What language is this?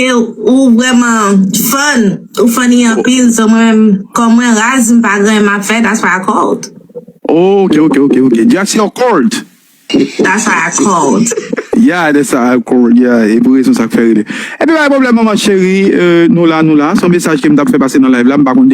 Haitian Creole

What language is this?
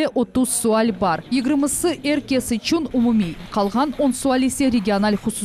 Crimean Tatar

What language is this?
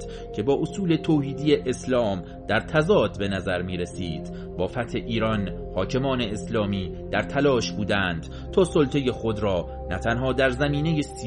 Persian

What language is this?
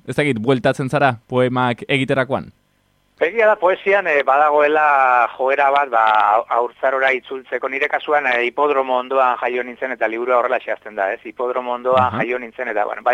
Basque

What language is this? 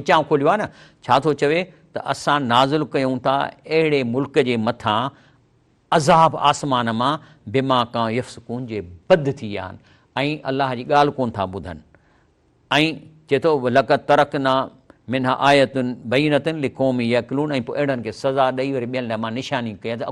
Sindhi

